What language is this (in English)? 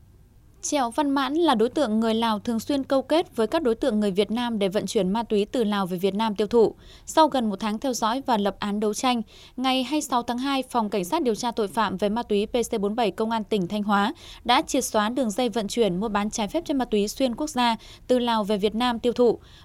Vietnamese